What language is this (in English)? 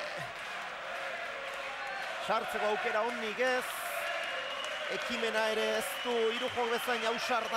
Basque